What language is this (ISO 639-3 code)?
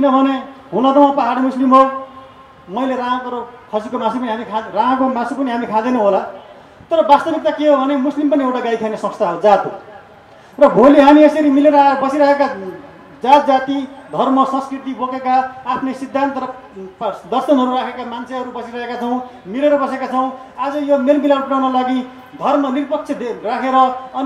nep